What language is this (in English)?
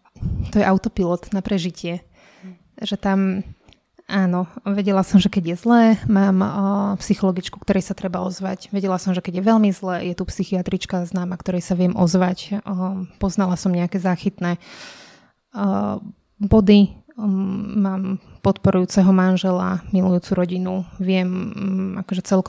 Slovak